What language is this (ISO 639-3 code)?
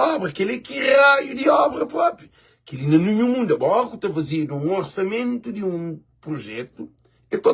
kea